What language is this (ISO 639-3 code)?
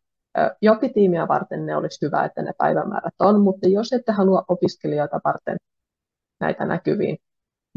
fin